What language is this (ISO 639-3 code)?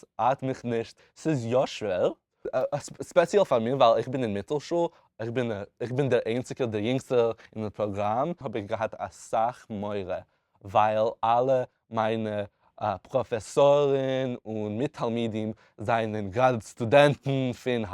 yid